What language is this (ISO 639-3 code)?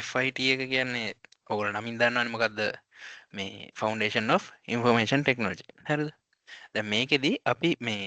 sin